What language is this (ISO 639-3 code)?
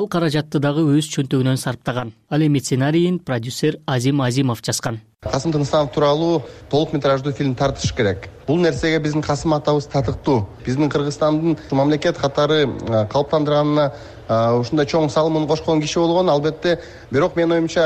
kir